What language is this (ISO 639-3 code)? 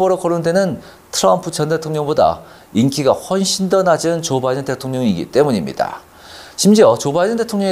kor